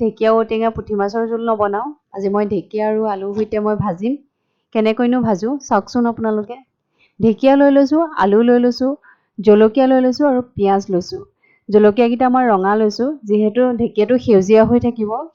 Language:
Assamese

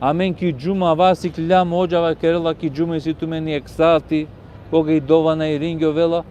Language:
Balkan Romani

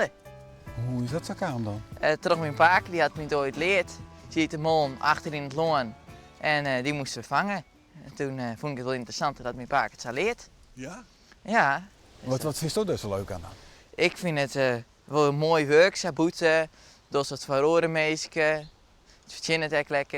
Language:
Western Frisian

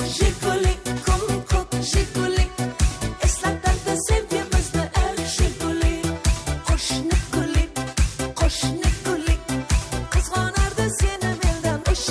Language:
Kara-Kalpak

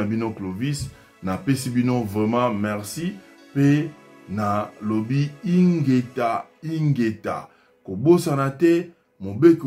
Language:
Lingala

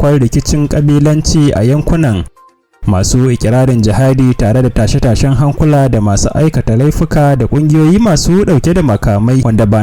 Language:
Hausa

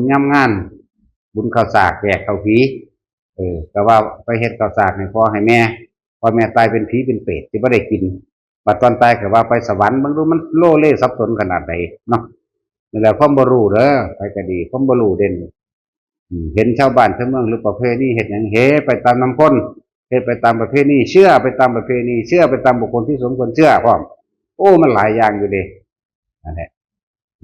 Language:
Northeastern Thai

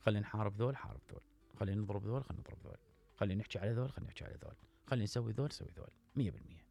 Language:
Mesopotamian Arabic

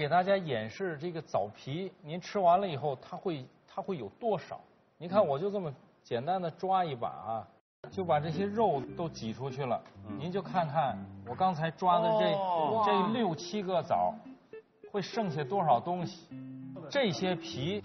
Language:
Chinese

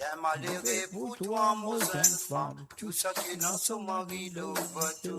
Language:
Morisyen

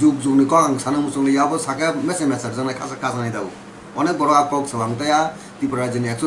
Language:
Kok Borok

